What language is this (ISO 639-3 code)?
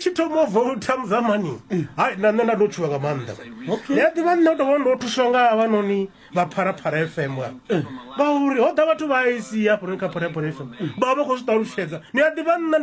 ven